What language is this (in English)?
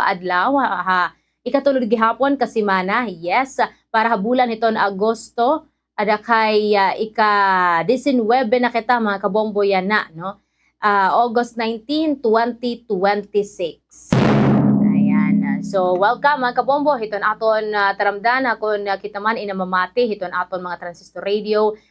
Waray